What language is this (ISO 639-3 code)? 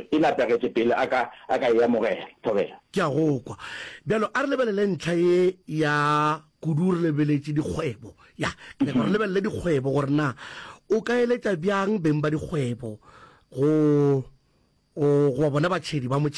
nso